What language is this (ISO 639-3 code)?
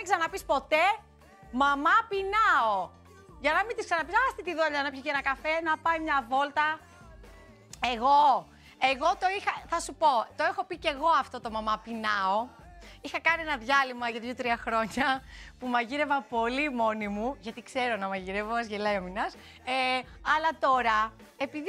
ell